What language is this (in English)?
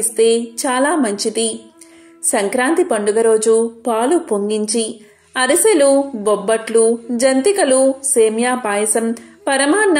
Telugu